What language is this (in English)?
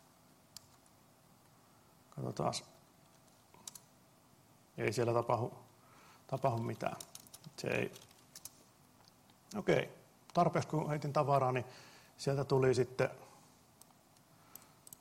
Finnish